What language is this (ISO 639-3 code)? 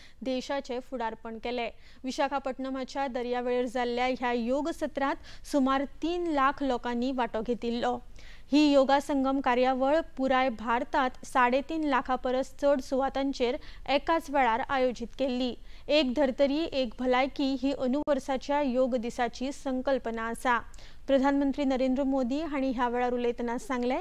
kok